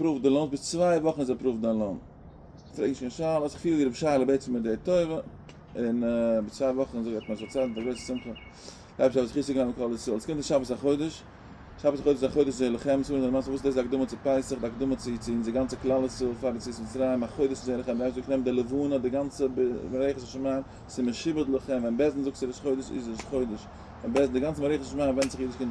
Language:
Yiddish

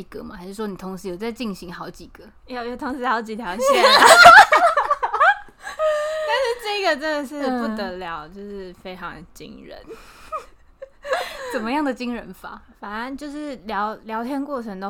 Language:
Chinese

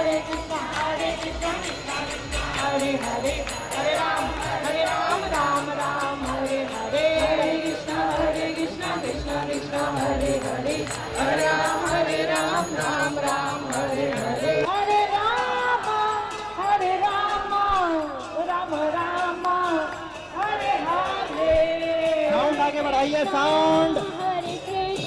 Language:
Hindi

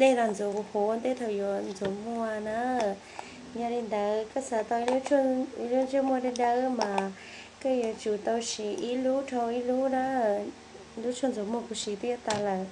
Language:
Hmong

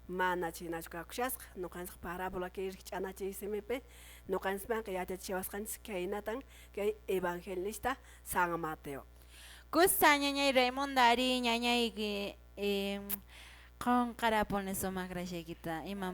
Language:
Quechua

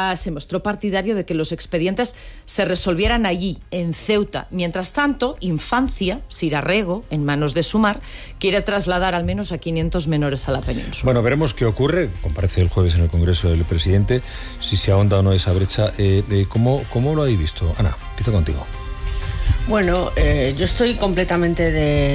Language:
Spanish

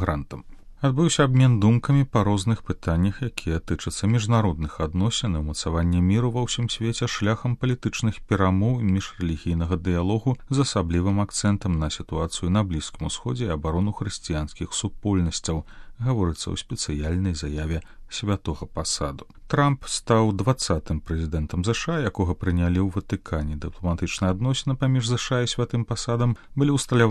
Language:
Belarusian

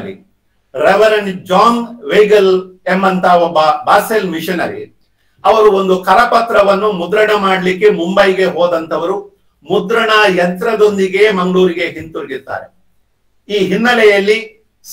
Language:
Kannada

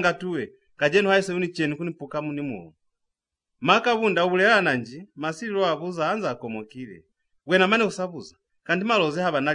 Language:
Lozi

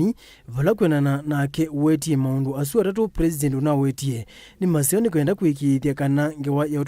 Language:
Kamba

